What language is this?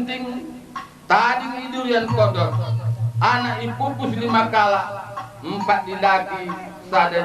Batak Karo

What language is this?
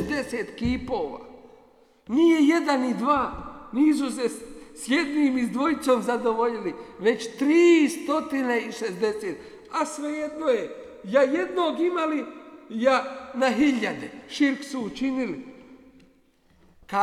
Bosnian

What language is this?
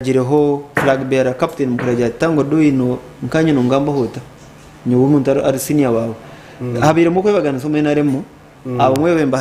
Nyankole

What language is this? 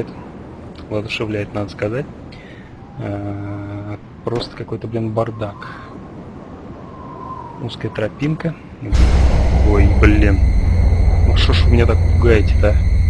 Russian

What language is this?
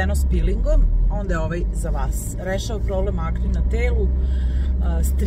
Serbian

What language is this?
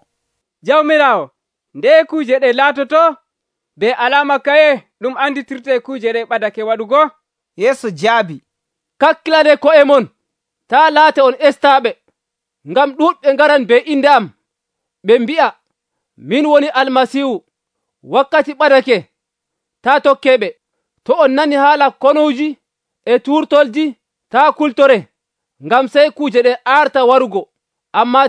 Nigerian Fulfulde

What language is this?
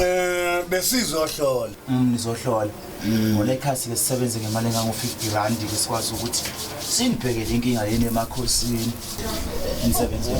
Zulu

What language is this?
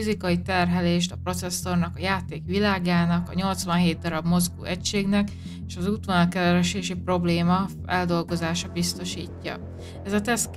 Hungarian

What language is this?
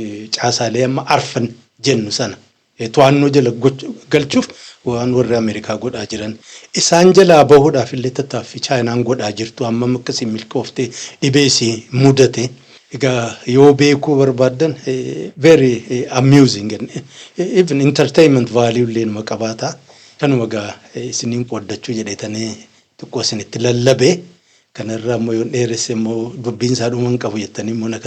Oromo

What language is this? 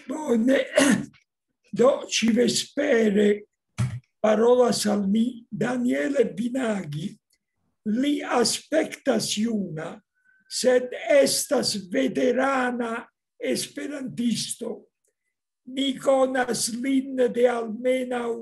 Esperanto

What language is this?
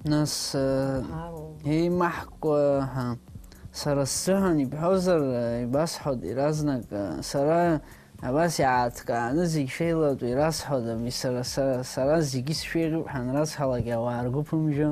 Abkhazian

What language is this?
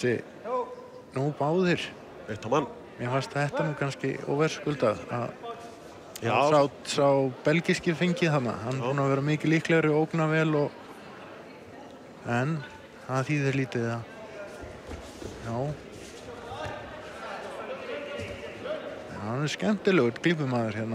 Icelandic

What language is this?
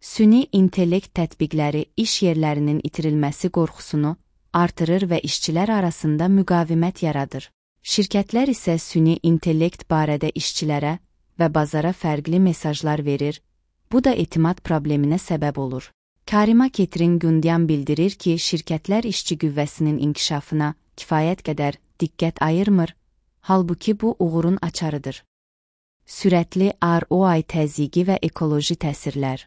Azerbaijani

